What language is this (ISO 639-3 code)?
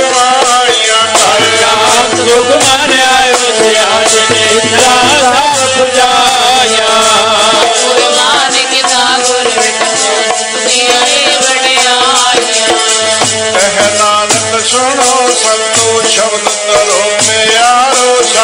pan